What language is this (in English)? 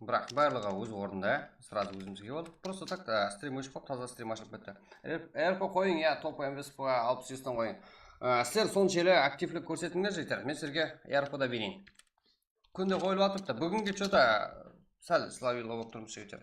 Kara-Kalpak